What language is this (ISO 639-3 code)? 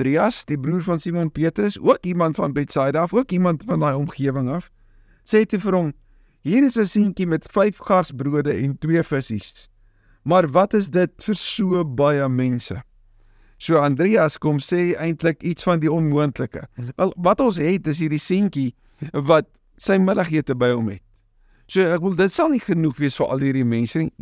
afr